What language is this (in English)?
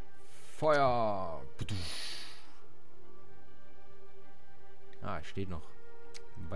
German